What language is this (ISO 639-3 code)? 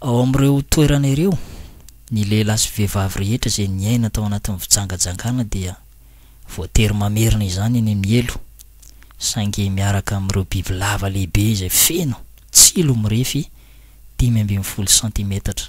mlg